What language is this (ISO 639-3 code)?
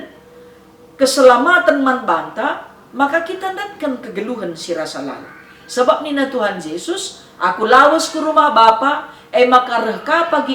btx